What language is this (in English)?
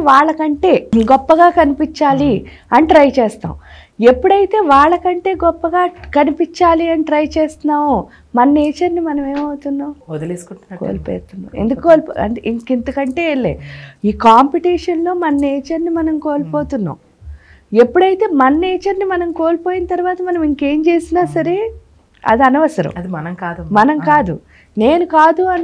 Telugu